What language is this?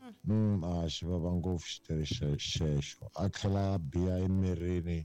Tsonga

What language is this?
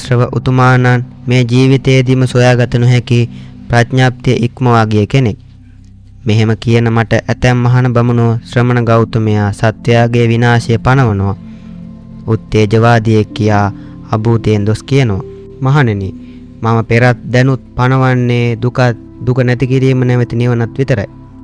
Sinhala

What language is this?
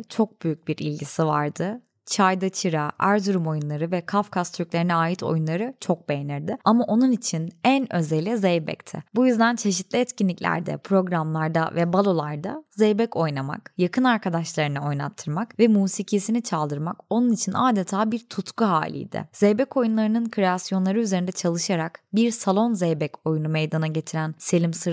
Turkish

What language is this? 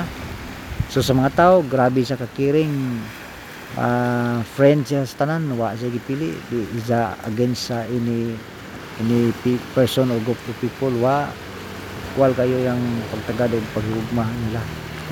Cebuano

